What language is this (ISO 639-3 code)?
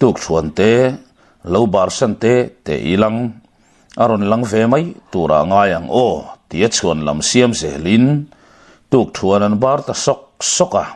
lus